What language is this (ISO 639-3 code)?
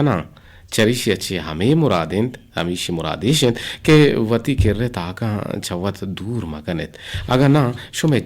bgp